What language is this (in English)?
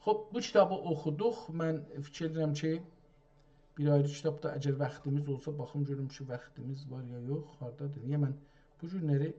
South Azerbaijani